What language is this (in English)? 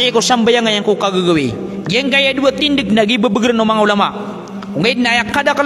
Maranao